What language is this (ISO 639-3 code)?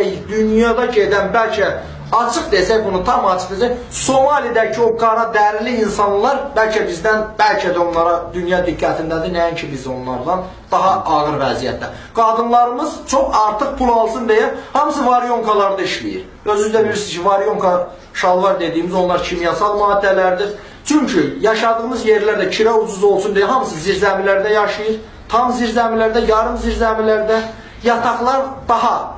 aze